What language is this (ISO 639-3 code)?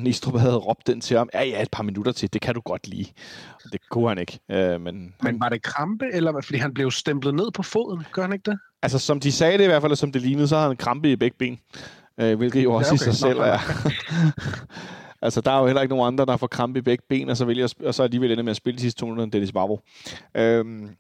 dan